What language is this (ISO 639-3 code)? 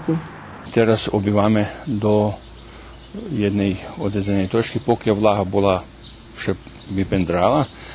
rue